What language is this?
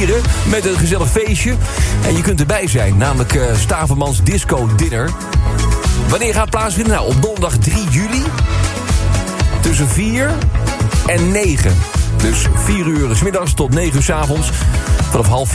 Dutch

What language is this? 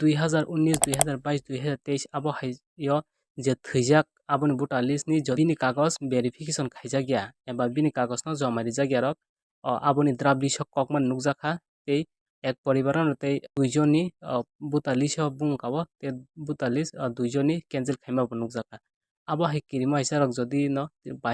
Kok Borok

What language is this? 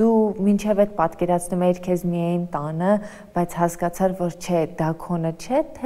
Armenian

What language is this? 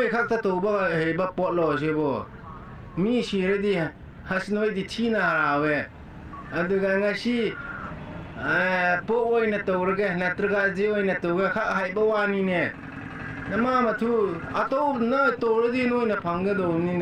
Manipuri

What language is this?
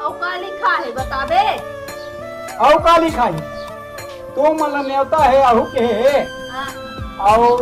Chhattisgarhi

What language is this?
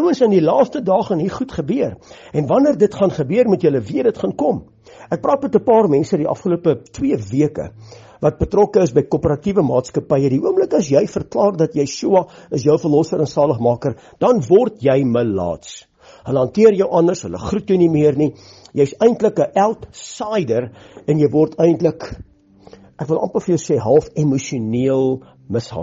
Afrikaans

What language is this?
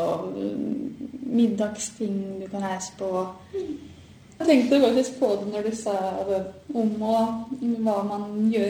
Norwegian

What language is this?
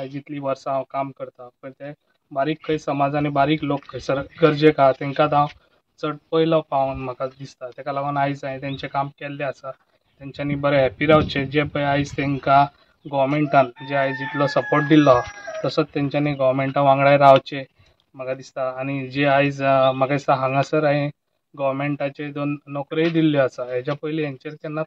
Konkani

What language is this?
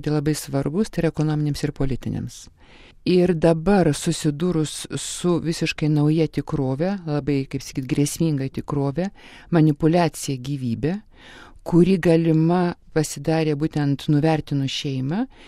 Lithuanian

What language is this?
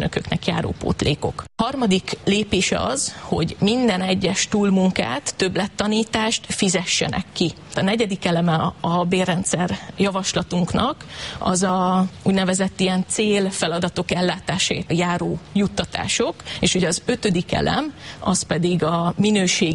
Hungarian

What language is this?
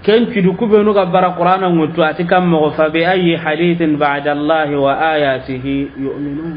Soninke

